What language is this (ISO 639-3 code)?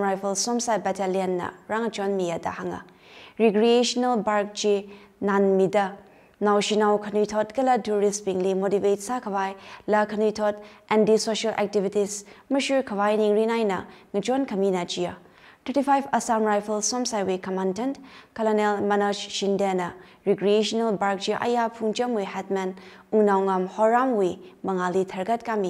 nmf